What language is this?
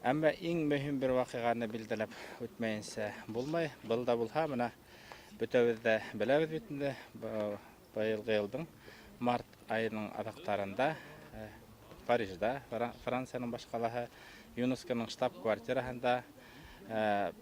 Bashkir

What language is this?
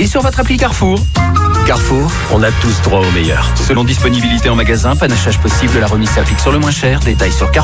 French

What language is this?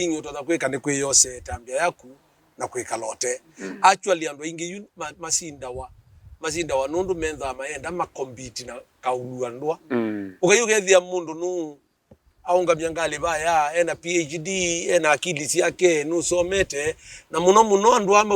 Kamba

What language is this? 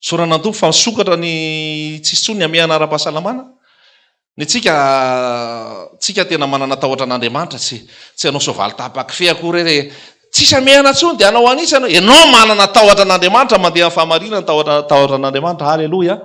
Malagasy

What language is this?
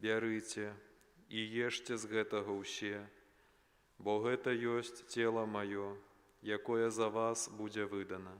Belarusian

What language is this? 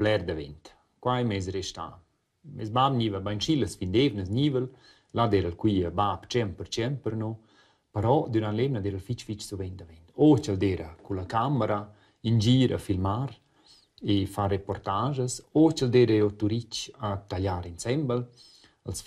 Romansh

